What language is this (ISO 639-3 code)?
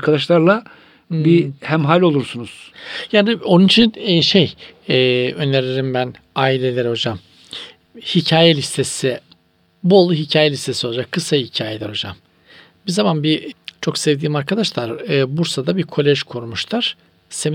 tur